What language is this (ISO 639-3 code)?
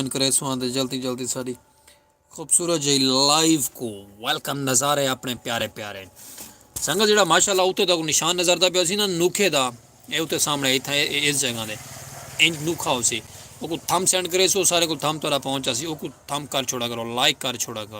skr